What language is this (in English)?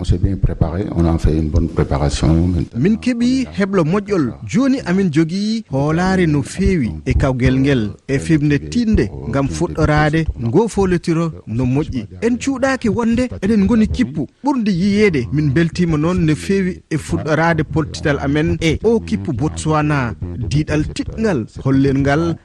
Fula